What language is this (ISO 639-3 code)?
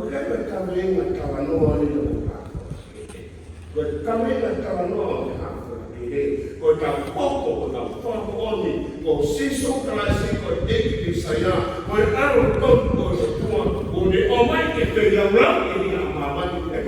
ton